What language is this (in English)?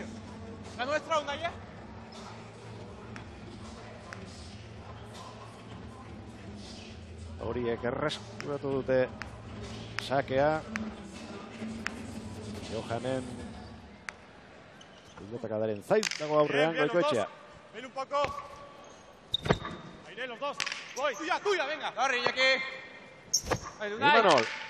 Basque